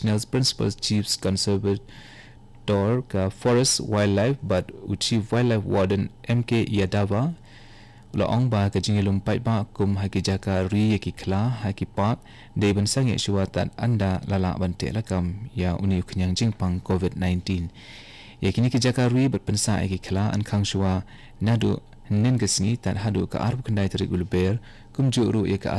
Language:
Khasi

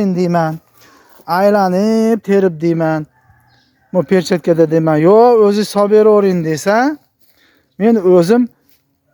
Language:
Uzbek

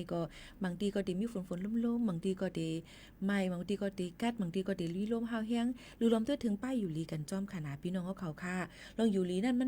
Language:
Shan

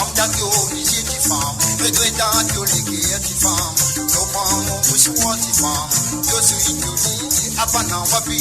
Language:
Morisyen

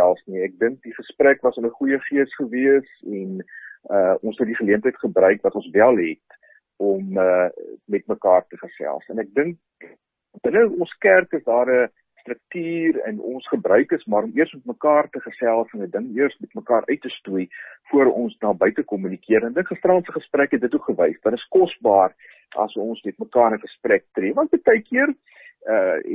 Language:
Afrikaans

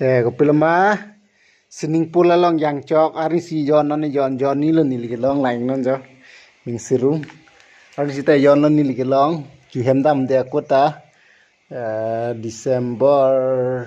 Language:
Karbi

